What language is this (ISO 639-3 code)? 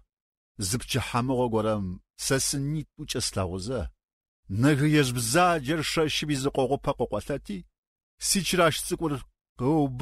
ady